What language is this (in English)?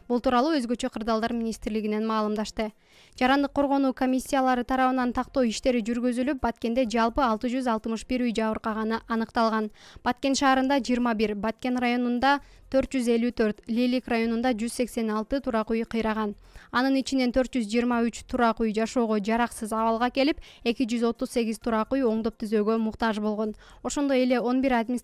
Kyrgyz